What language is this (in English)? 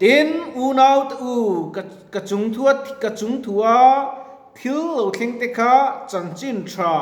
Mizo